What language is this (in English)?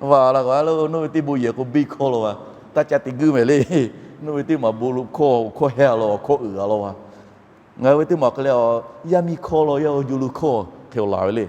Lahu